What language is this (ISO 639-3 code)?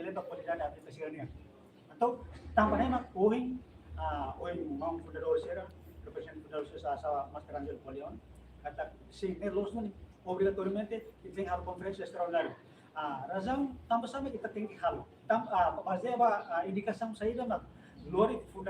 tet